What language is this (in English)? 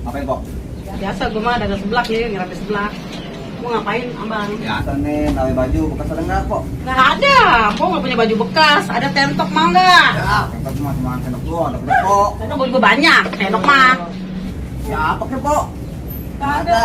Betawi